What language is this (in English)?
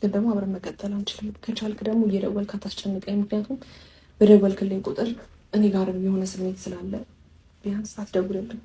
Amharic